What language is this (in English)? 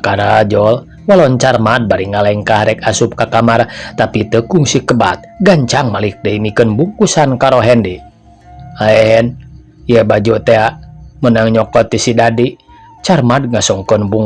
Sundanese